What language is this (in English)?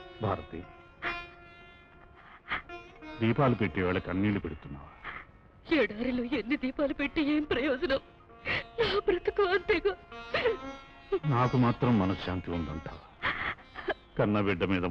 Telugu